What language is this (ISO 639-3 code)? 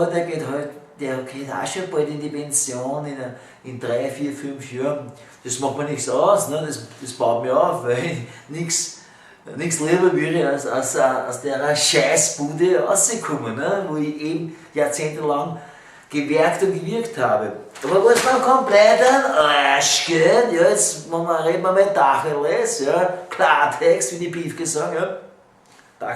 bar